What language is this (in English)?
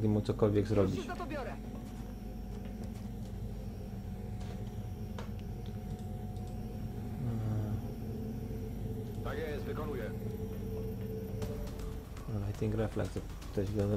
Polish